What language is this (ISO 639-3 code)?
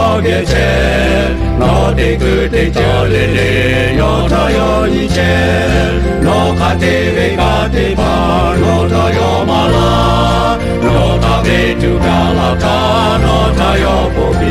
lhu